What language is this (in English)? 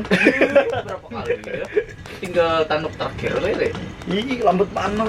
Banjar